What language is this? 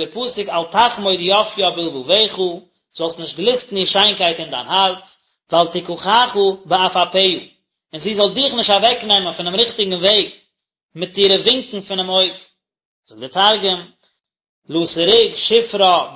Yiddish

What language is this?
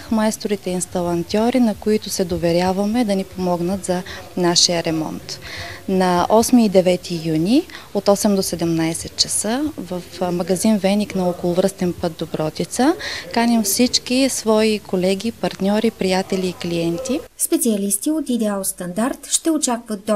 Bulgarian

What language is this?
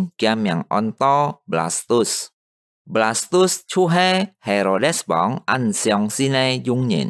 Hakka Chinese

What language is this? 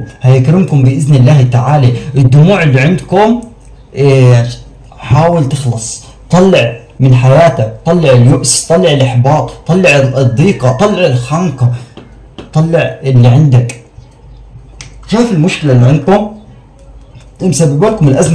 Egyptian Arabic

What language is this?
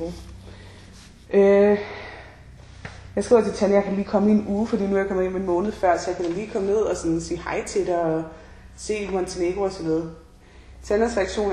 Danish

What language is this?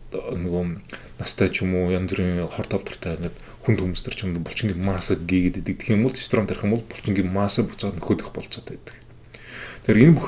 Mongolian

